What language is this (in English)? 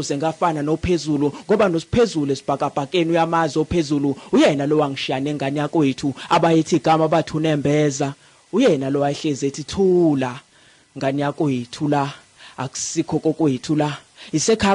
Zulu